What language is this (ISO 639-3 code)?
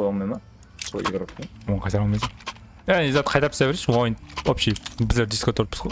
kaa